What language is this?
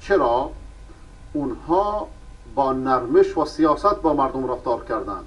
Persian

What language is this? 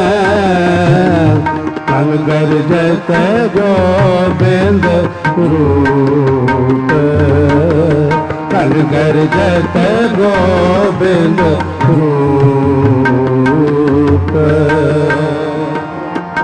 Hindi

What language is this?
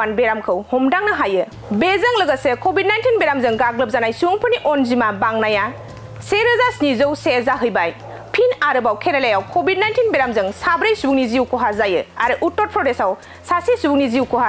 Bodo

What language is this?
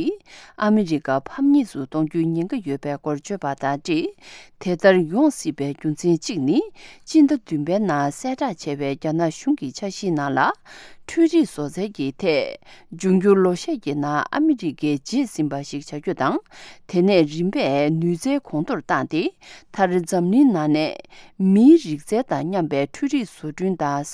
Tibetan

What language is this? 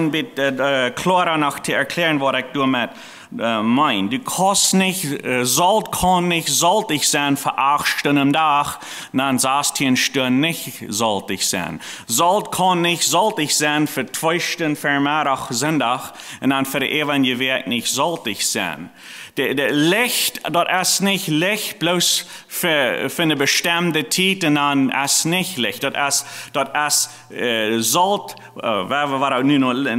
Plautdietsch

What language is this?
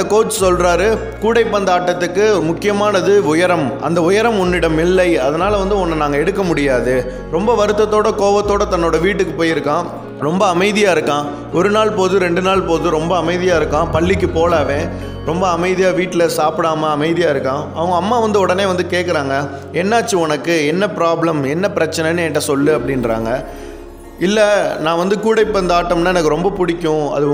Tamil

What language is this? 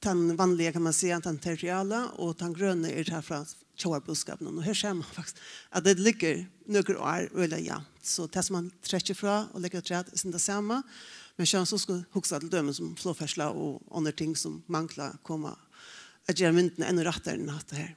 Faroese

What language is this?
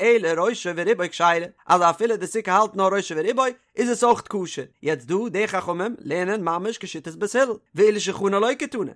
Yiddish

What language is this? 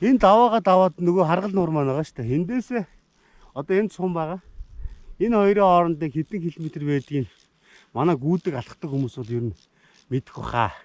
Mongolian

